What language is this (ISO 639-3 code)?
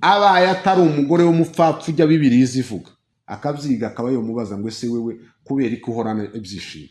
kin